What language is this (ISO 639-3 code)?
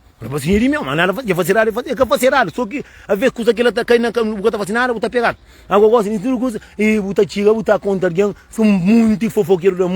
kea